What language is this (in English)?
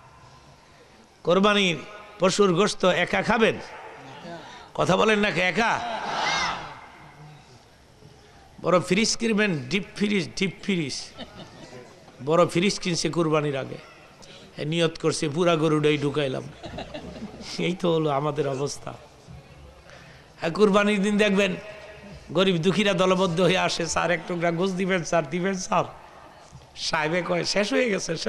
Bangla